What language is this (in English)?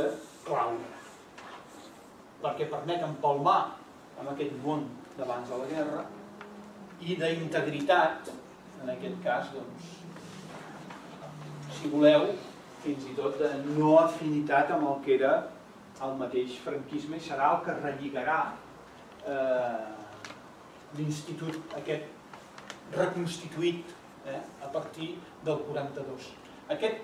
Catalan